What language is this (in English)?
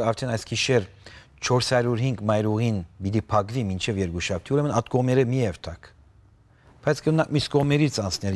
Western Armenian